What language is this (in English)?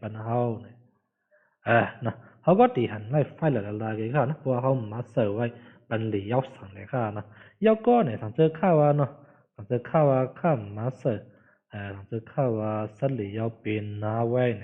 Shan